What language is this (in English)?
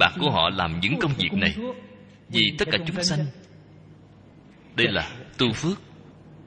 Vietnamese